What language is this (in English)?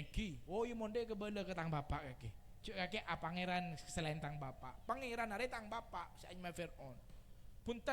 Madurese